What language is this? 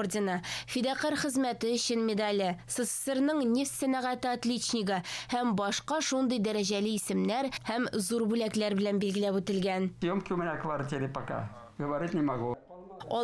Tatar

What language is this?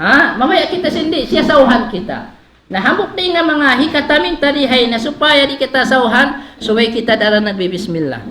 Tausug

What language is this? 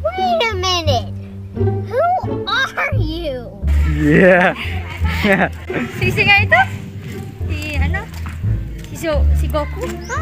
Bikol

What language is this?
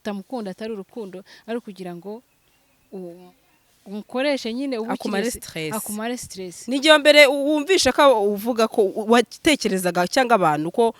Kinyarwanda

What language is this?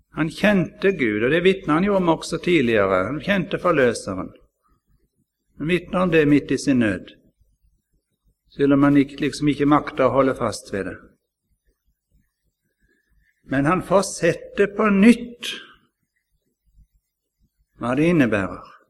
Norwegian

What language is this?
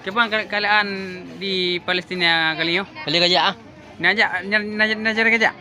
Achinese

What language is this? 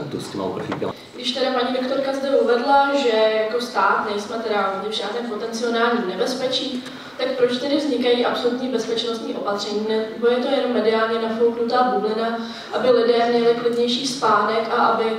Czech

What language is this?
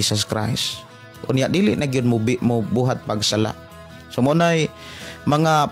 Cebuano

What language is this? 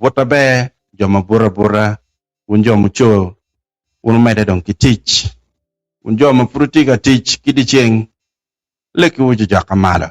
Acoli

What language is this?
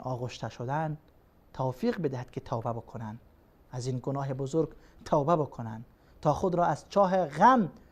Persian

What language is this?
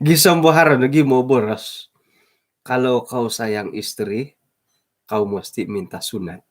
Central Dusun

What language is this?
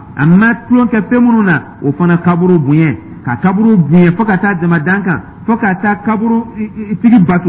Dyula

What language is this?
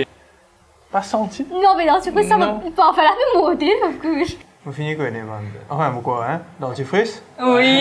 Morisyen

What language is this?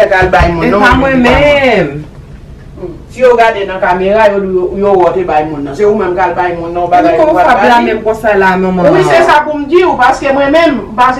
Haitian Creole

